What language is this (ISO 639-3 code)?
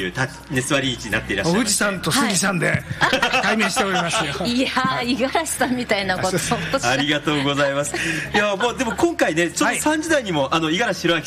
jpn